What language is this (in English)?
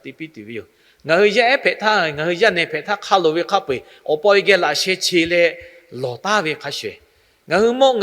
Lahu